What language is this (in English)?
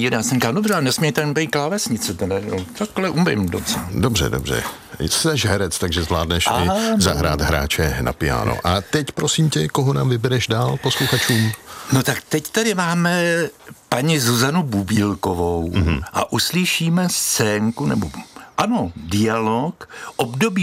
Czech